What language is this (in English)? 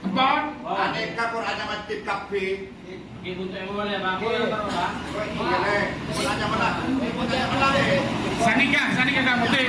Madurese